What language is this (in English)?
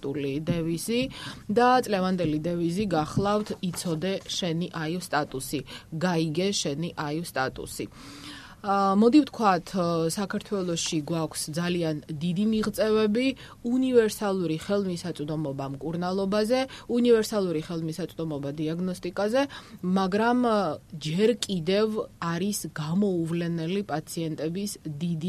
Georgian